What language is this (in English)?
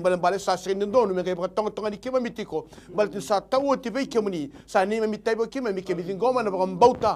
Fijian